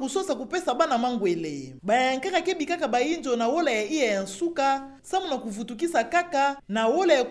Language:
Kituba (Democratic Republic of Congo)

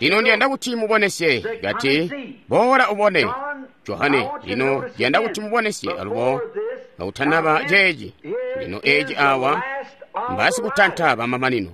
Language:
Tonga (Zambia)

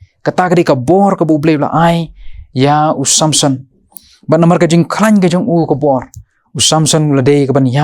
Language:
Khasi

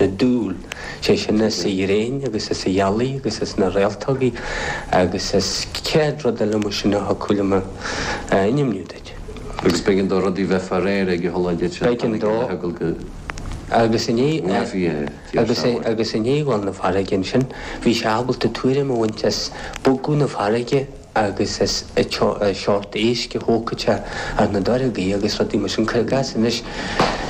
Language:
Irish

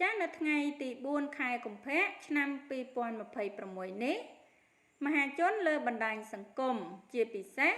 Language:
Khmer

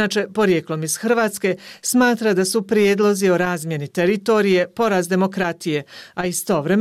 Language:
Bosnian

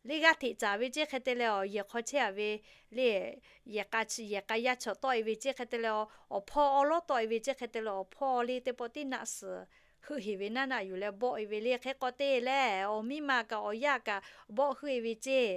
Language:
Lahu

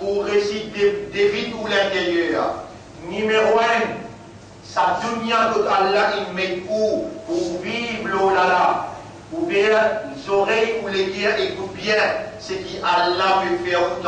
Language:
Morisyen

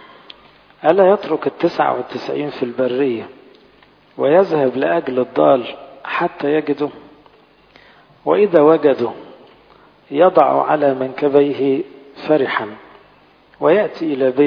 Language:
Egyptian Arabic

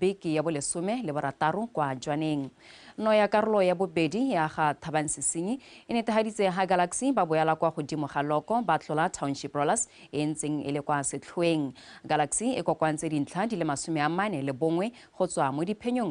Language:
Tswana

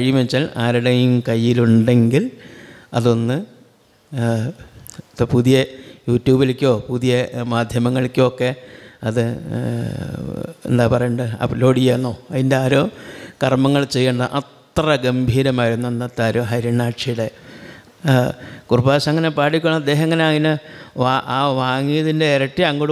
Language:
Malayalam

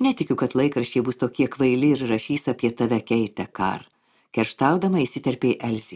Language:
Lithuanian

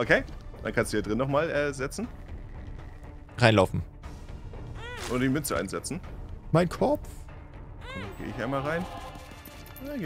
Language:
German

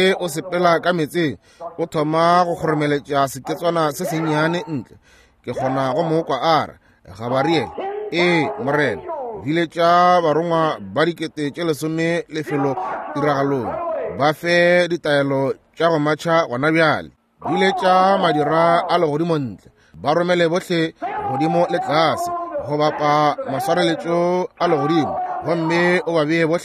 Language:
Northern Sotho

